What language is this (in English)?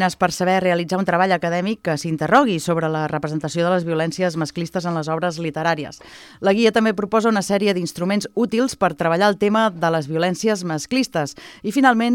Catalan